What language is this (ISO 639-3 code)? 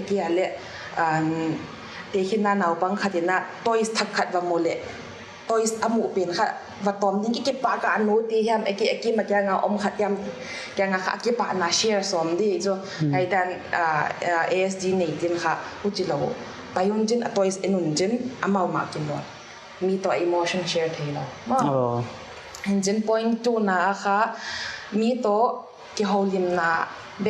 pck